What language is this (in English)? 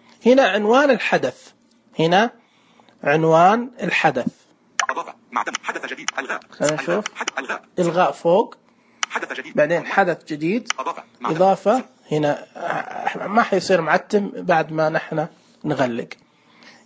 Najdi Arabic